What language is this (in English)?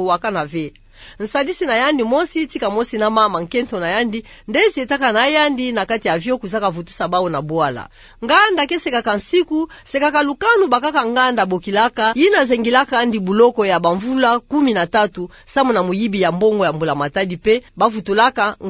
Kituba (Democratic Republic of Congo)